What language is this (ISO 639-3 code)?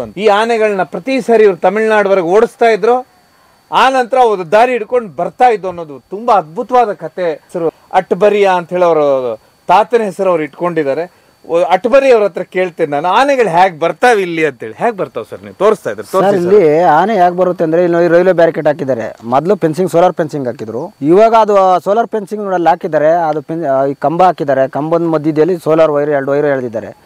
kan